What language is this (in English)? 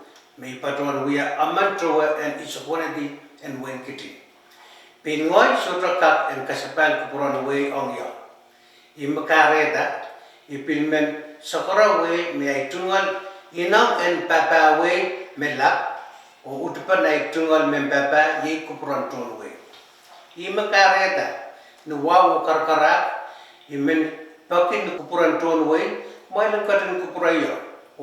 Pohnpeian